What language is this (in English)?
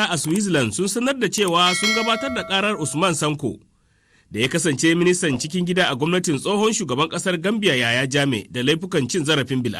Hausa